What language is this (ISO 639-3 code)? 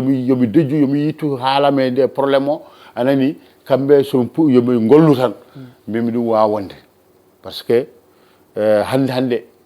ful